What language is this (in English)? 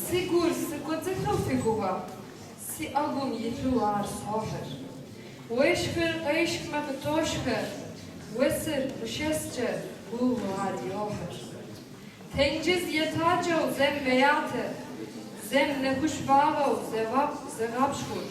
Kabardian